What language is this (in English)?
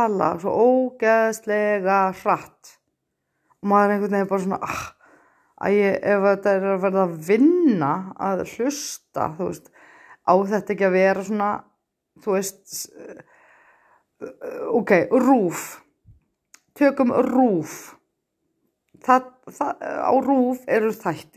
Icelandic